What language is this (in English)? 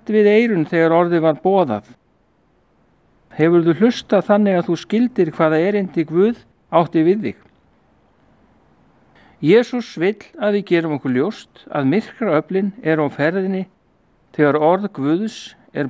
Icelandic